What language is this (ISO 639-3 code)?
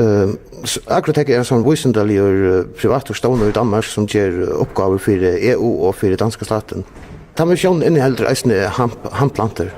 fao